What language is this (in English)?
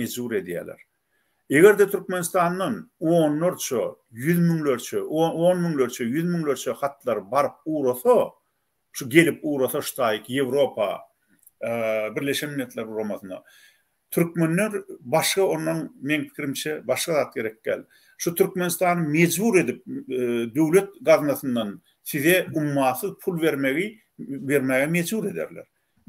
Turkmen